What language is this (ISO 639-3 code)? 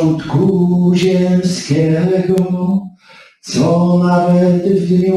pol